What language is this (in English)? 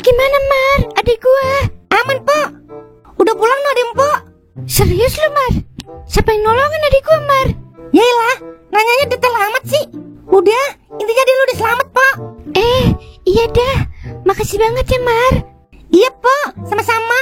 Betawi